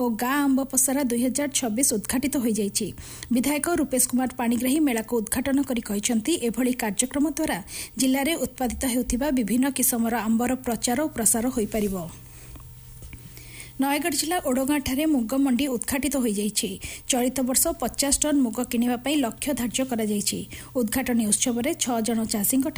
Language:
Odia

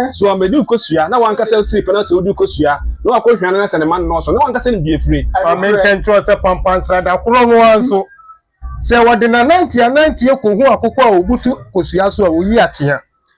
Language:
Akan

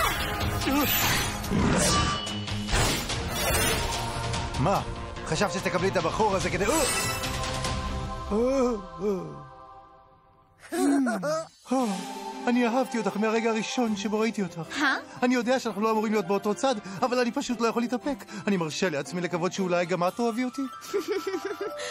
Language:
Hebrew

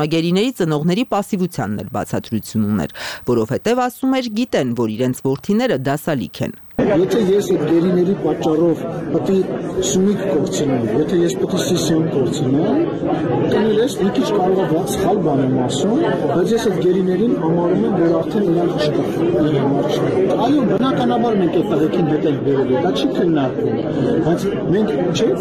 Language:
Armenian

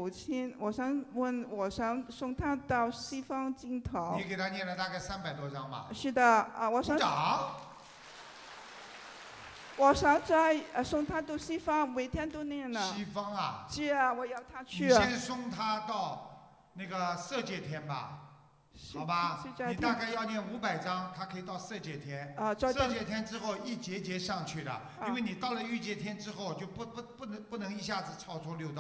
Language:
Chinese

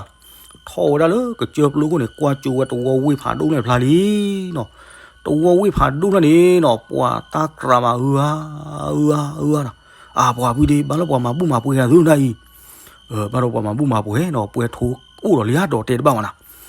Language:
S'gaw Karen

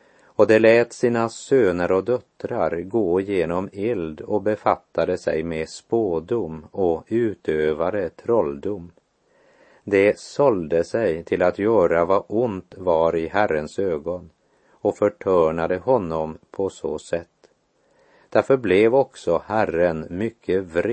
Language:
Swedish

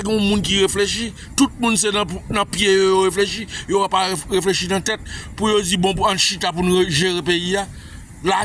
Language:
Haitian Creole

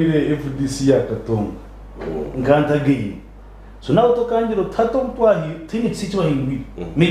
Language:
Nyankole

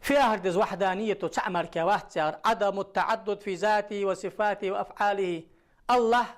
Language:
Ingush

